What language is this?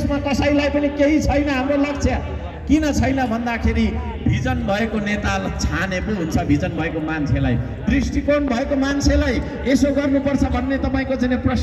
Nepali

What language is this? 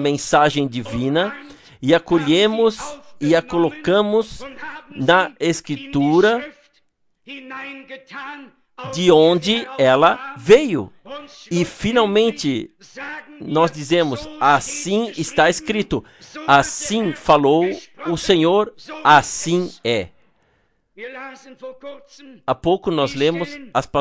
Portuguese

